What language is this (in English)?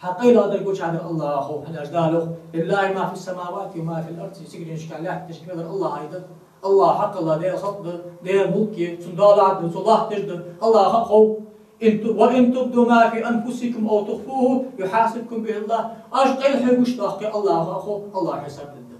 Ingush